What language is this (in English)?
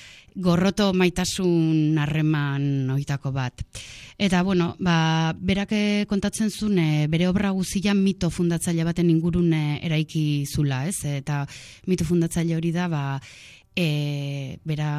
Basque